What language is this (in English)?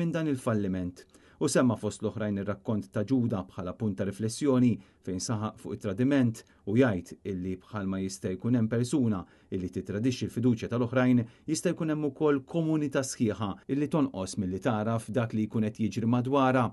Maltese